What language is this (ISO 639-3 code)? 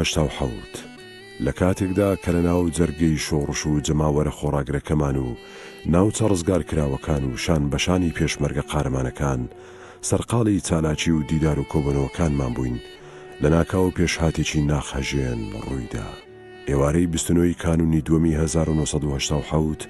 ckb